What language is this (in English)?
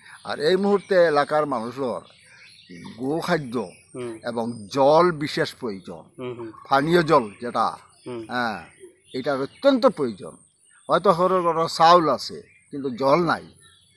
Sylheti